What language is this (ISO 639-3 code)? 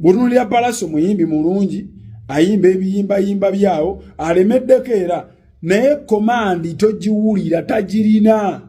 lug